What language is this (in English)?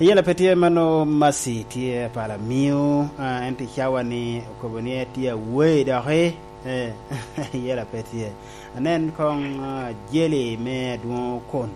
Lango (Uganda)